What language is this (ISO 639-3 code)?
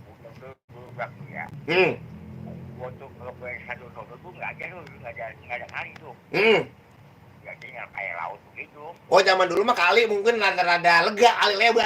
bew